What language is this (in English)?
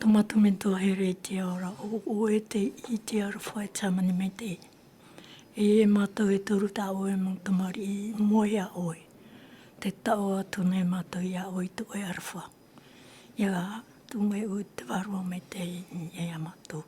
Tahitian